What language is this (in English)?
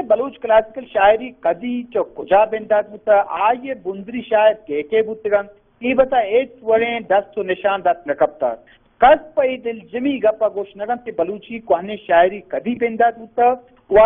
Baluchi